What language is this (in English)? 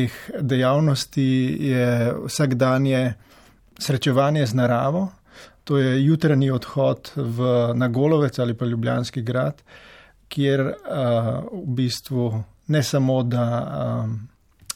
Slovenian